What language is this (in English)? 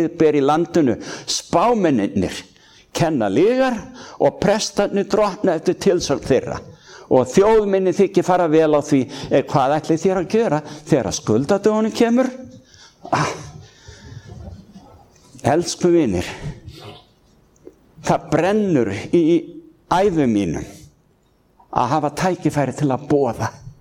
Icelandic